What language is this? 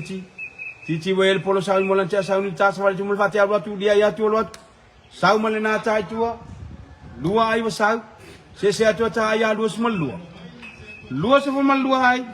Samoan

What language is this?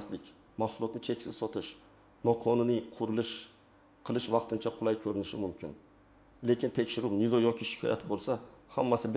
Uzbek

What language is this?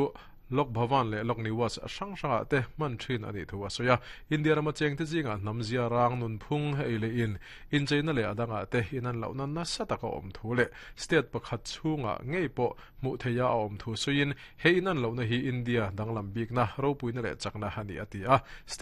Mizo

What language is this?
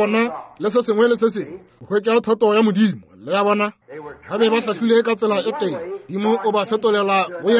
Northern Sotho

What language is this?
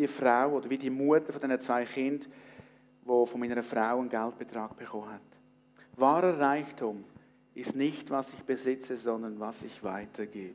Swiss German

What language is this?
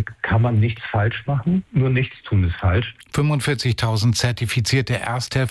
German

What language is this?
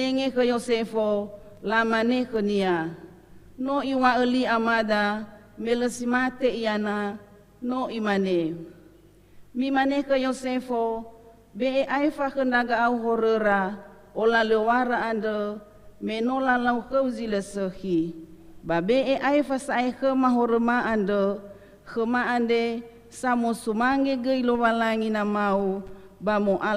Nias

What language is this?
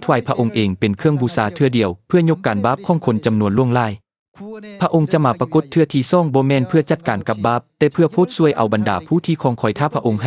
Lao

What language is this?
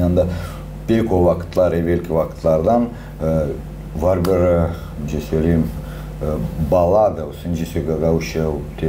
Gagauz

